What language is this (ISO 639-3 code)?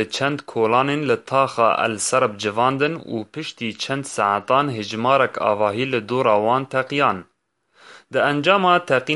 kur